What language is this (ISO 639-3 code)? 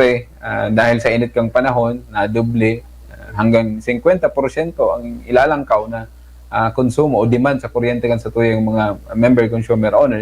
bik